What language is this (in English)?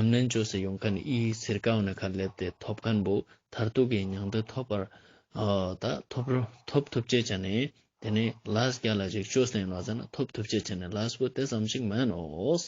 Ladakhi